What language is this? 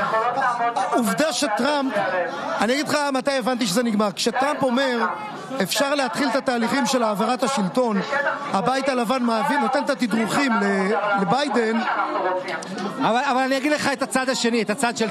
Hebrew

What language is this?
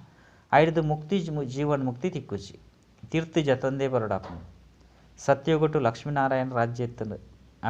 Tulu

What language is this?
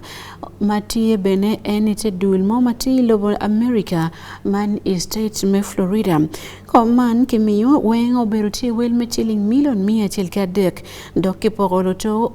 Acoli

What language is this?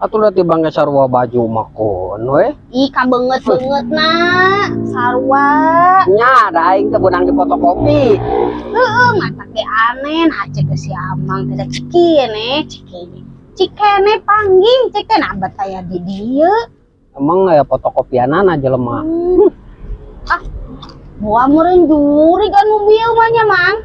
Sundanese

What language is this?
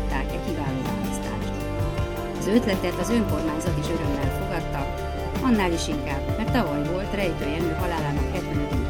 Hungarian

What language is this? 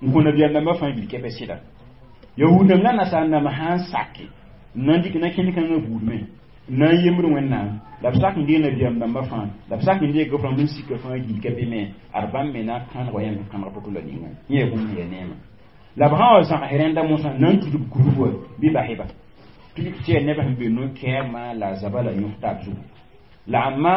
Mossi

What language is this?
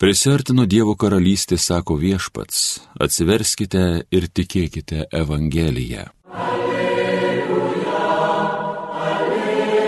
Lithuanian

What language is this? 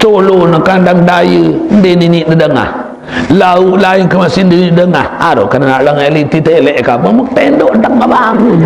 Sasak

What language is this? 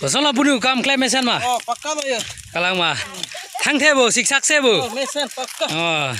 Karbi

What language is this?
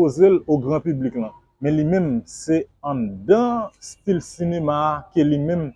Haitian Creole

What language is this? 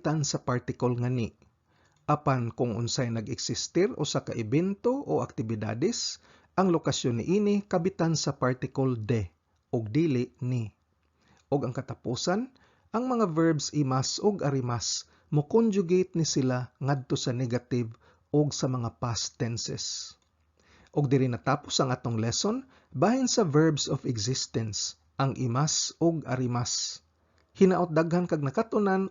Cebuano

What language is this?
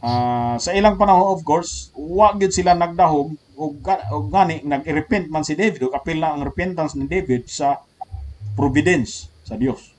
Cebuano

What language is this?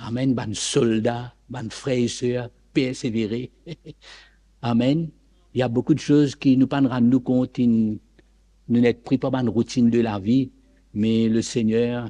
Morisyen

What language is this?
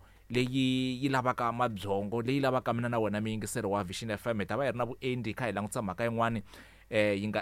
Tsonga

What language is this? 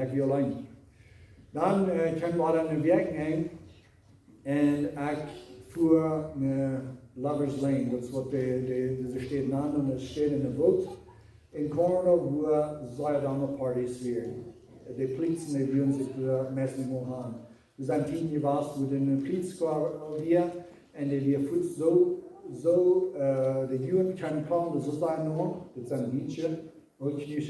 Plautdietsch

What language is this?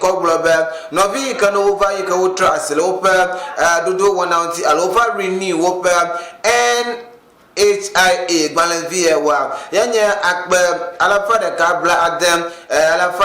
Ewe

